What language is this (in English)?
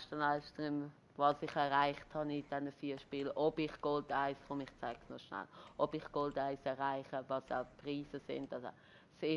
Swiss German